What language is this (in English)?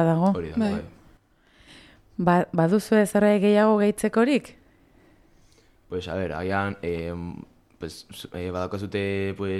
Basque